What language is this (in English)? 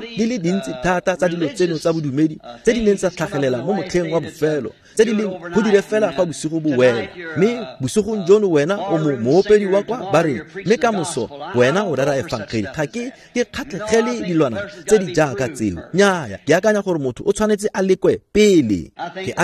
Tswana